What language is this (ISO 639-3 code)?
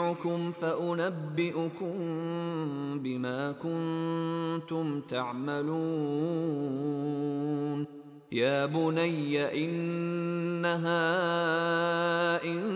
ara